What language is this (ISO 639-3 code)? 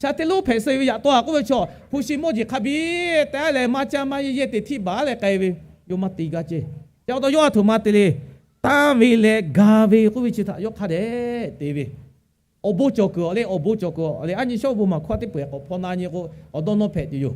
lhu